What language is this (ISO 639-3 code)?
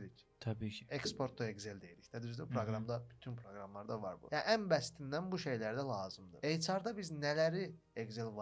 aze